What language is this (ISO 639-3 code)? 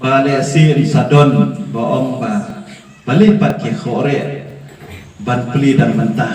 kha